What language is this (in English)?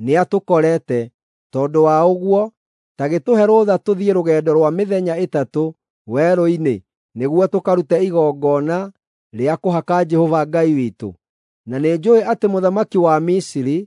Kikuyu